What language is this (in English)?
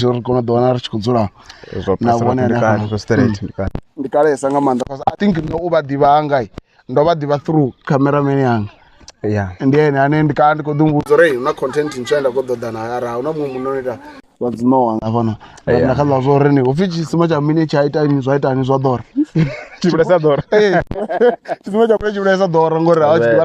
Venda